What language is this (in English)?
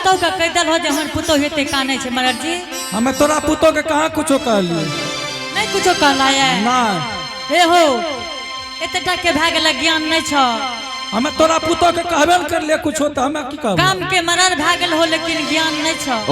Angika